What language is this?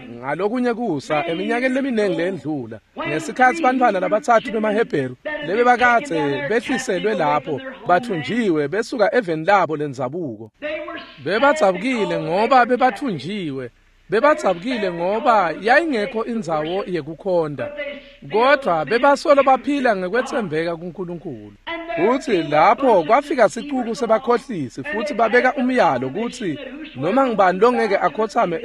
Swati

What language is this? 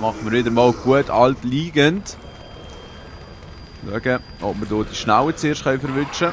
Swiss German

